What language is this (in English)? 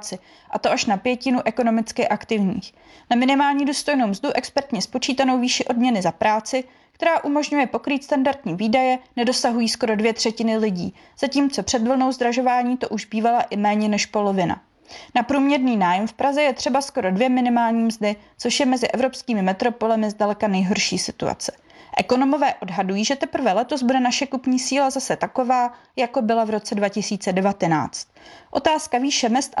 Czech